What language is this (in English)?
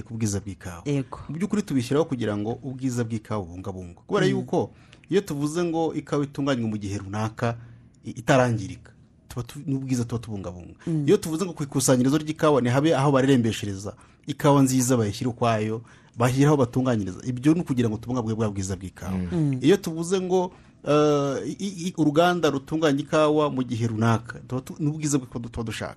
Kinyarwanda